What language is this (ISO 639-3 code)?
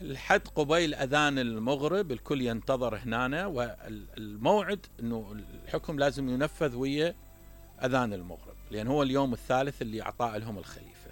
acm